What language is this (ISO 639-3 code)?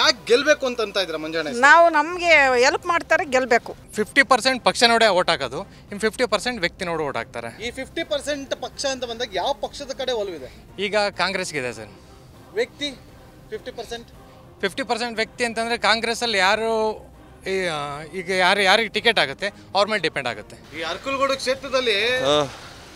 kan